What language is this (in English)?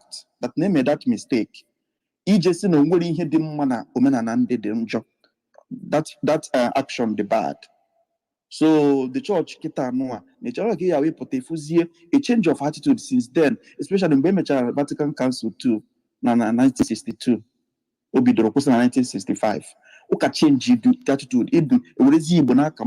Igbo